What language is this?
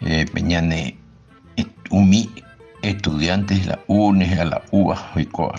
Guarani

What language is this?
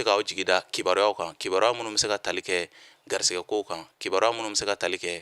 Bambara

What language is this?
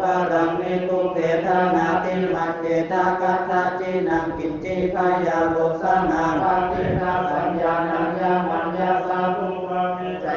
Pali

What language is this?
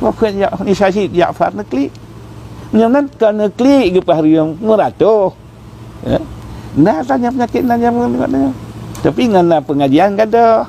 Achinese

